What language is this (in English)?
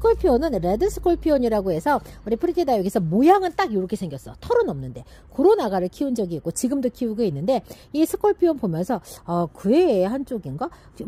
Korean